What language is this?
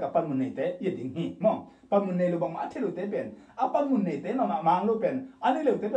Tedim Chin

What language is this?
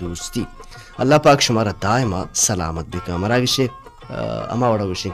Baluchi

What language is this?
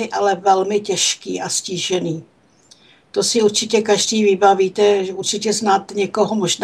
Czech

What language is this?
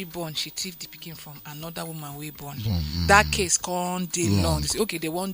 Nigerian Pidgin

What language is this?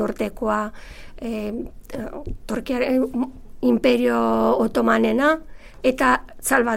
Basque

